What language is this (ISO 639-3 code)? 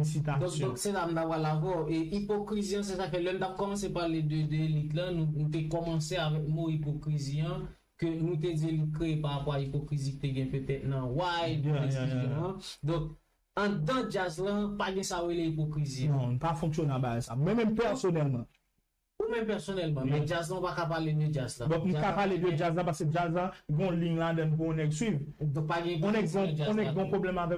hat